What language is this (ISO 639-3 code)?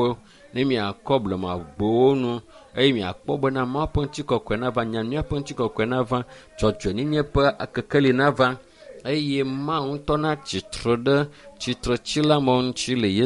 ewe